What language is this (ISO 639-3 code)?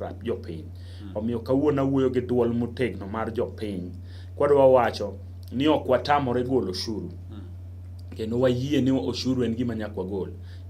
luo